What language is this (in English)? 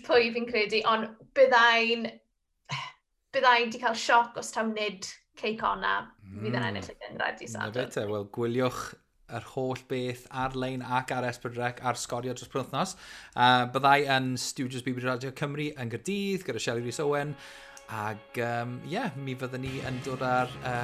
Welsh